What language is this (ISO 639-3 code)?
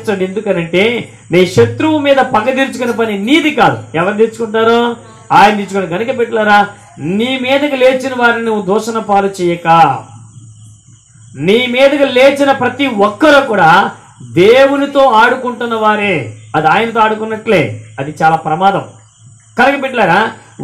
tel